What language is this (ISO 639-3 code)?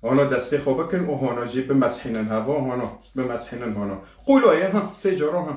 kur